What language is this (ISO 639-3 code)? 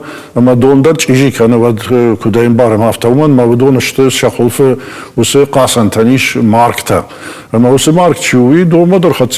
oss